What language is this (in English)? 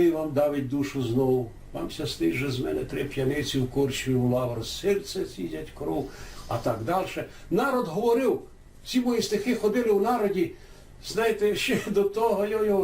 Rusyn